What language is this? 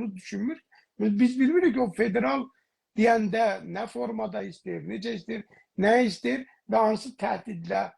South Azerbaijani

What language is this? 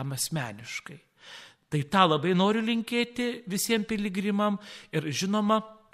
Lithuanian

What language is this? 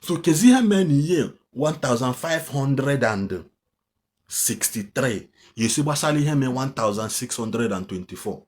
Igbo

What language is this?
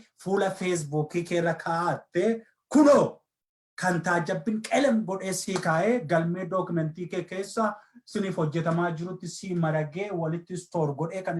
Oromo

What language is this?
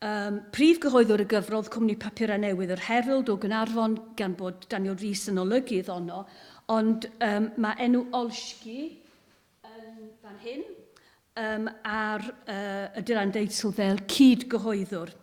Welsh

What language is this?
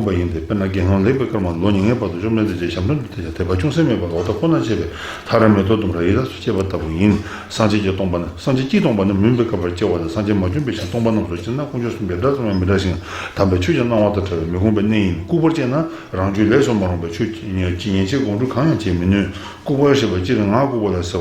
Tibetan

